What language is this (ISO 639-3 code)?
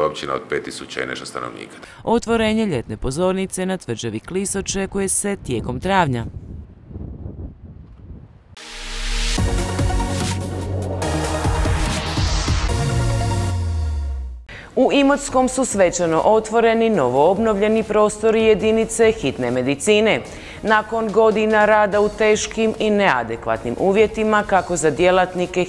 hrv